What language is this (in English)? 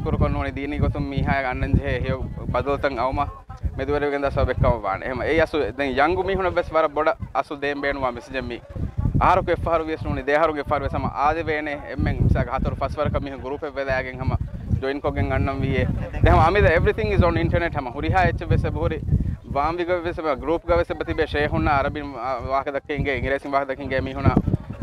Divehi